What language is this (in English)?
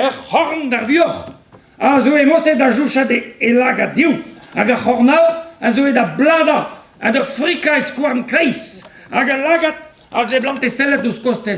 Breton